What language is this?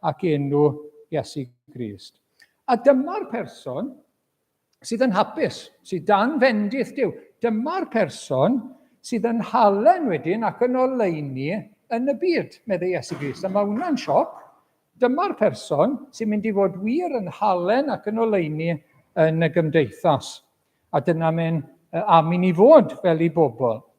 Welsh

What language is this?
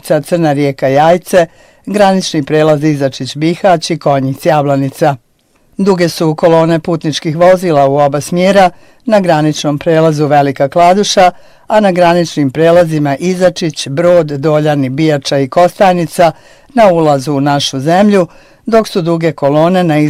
Bosnian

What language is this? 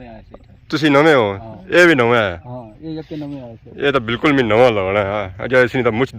Pahari-Potwari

